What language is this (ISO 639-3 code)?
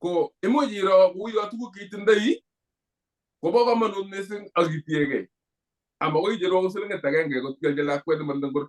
kln